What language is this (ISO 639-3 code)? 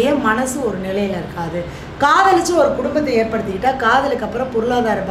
tam